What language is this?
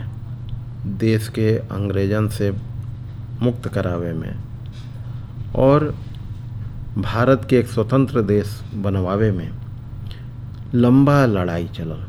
Bhojpuri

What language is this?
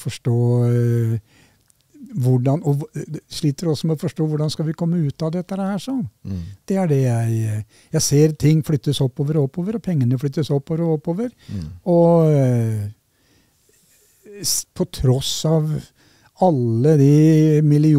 Norwegian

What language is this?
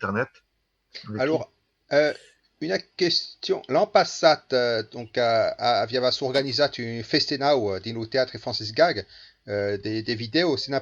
Occitan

